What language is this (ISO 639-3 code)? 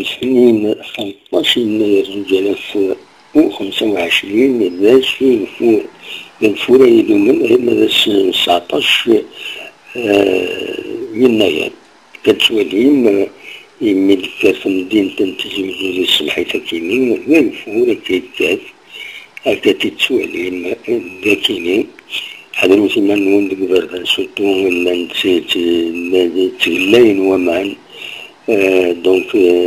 kab